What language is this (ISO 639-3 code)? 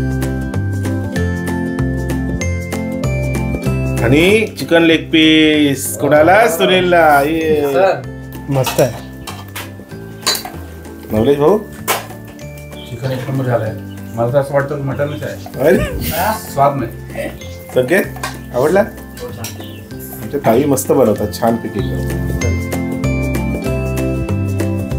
mar